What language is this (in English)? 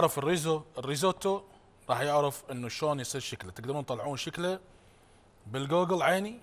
Mesopotamian Arabic